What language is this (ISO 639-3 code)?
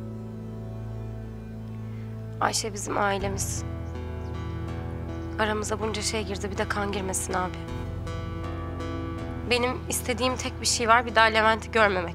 tur